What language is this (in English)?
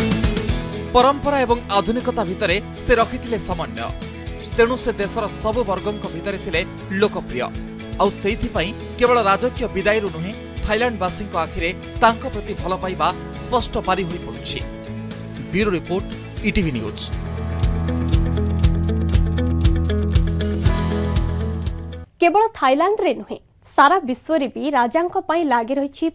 Odia